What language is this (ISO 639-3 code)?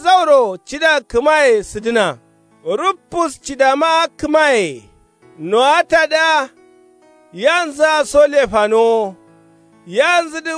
kau